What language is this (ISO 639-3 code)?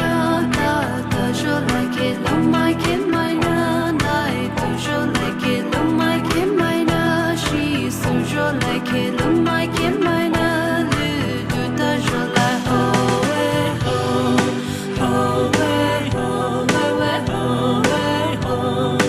pmx